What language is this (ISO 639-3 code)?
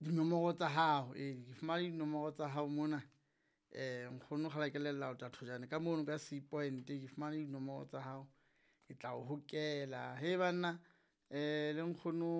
sot